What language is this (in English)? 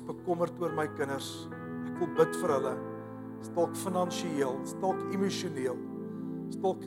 Afrikaans